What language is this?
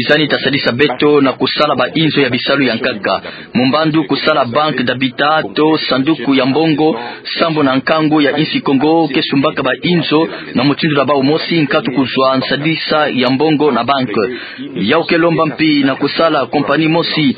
Kituba (Democratic Republic of Congo)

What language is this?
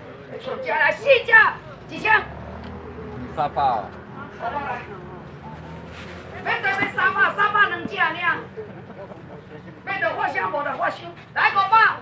Min Nan Chinese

